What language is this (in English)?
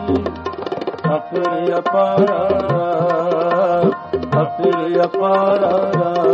Punjabi